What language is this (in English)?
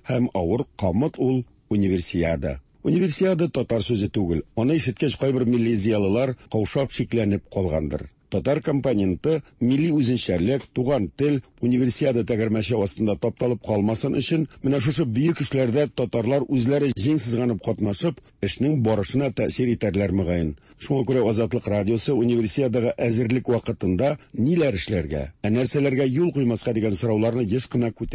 Tatar